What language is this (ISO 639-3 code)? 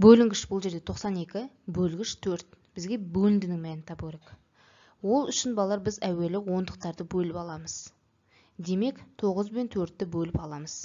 kaz